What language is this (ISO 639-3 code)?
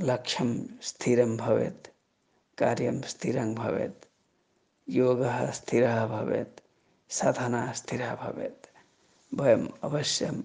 san